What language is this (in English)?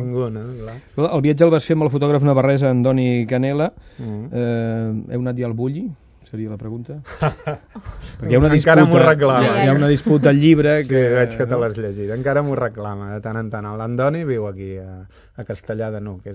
Catalan